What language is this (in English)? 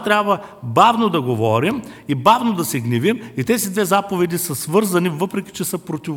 Bulgarian